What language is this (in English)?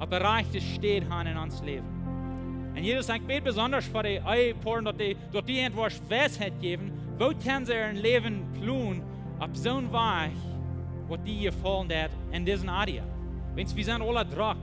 Plautdietsch